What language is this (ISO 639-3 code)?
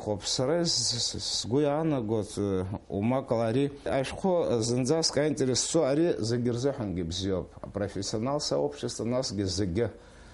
abk